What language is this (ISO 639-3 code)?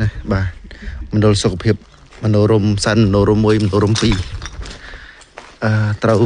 khm